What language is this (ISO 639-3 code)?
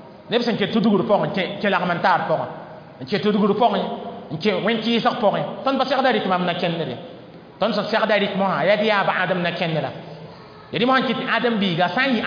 mos